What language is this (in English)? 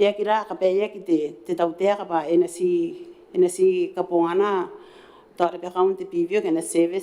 Gilbertese